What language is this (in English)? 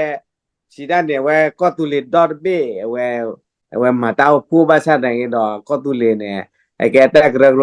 S'gaw Karen